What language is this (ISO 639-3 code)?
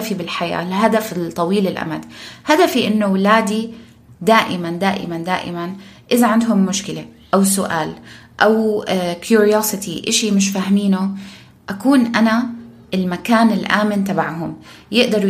apc